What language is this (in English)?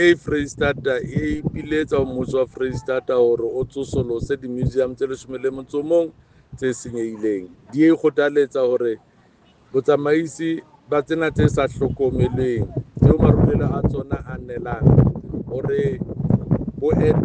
Southern Sotho